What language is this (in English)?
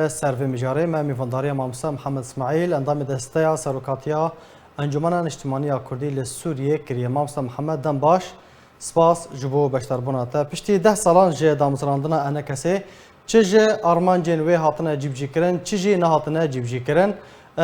Kurdish